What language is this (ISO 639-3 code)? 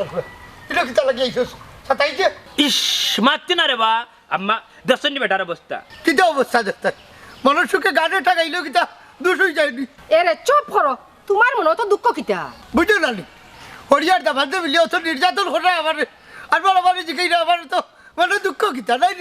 syl